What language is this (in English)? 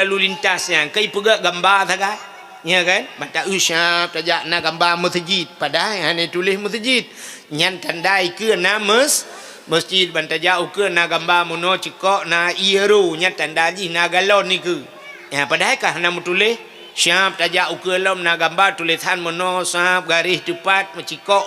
Achinese